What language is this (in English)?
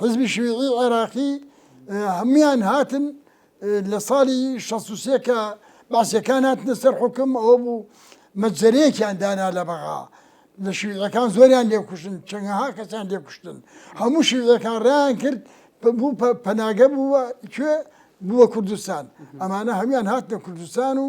Central Kurdish